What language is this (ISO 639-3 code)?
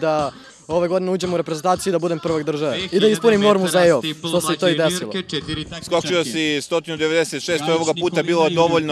srp